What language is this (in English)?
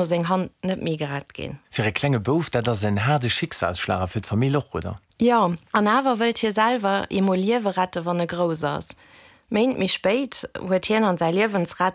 Luxembourgish